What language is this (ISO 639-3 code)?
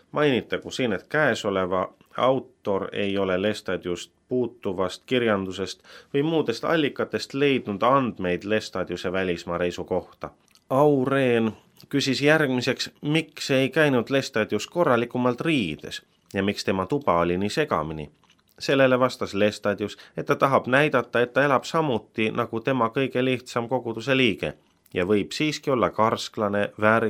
est